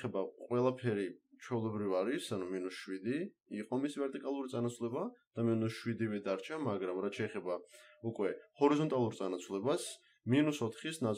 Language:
Georgian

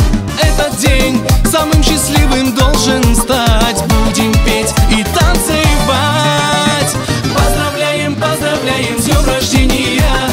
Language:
Russian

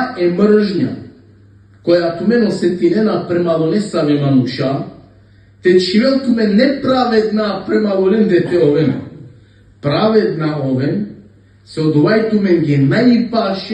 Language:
Balkan Romani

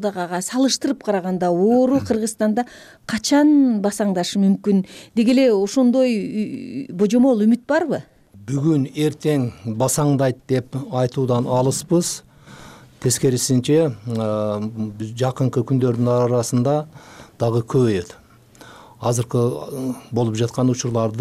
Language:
Kyrgyz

